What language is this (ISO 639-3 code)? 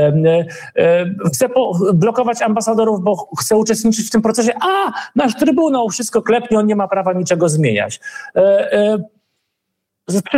pol